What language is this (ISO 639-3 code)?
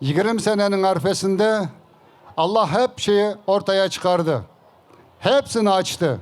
crh